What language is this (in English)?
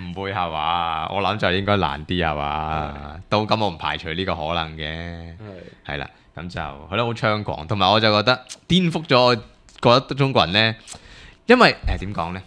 Cantonese